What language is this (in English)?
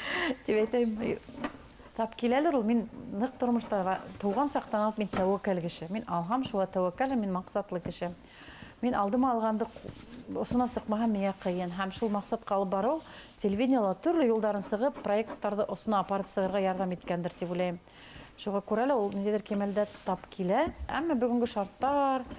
Bashkir